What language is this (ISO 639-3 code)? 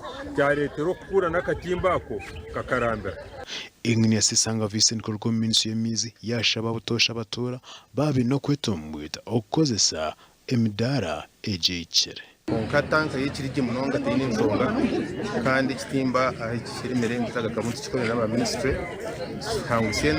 nyn